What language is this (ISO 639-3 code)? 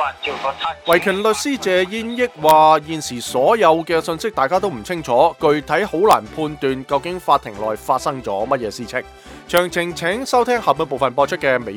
yue